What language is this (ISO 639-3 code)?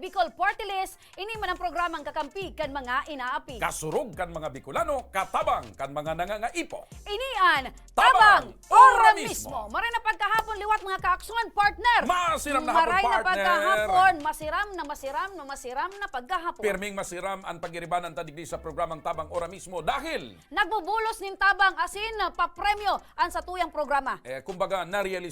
bik